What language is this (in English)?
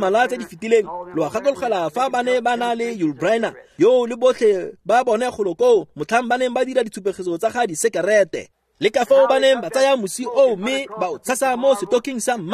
Tswana